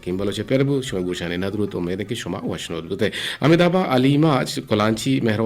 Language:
Eastern Balochi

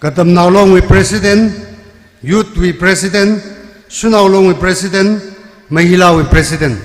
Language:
Tangkhul Naga (India)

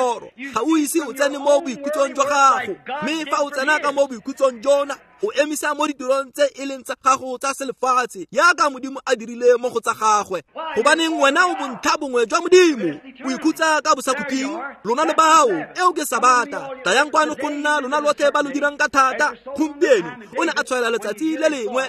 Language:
Tswana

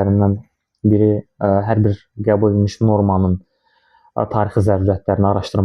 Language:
Azerbaijani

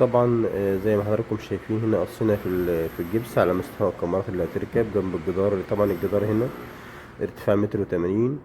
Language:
Egyptian Arabic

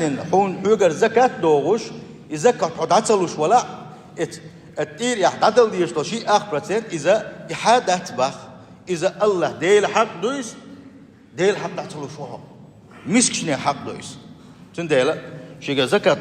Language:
Chechen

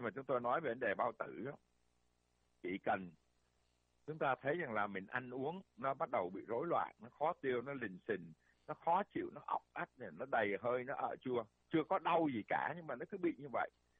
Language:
Vietnamese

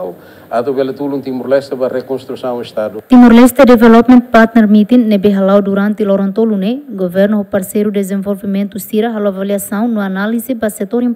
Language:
Tetum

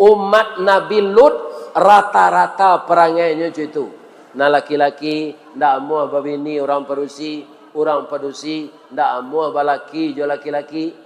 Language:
Minangkabau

